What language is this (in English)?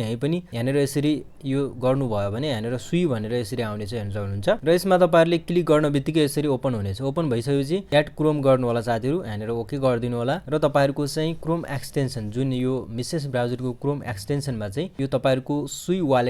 Nepali